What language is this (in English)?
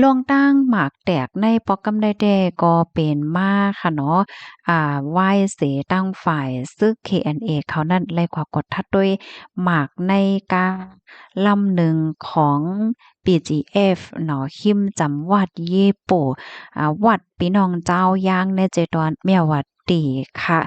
Shan